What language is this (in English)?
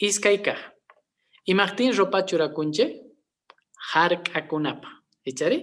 Quechua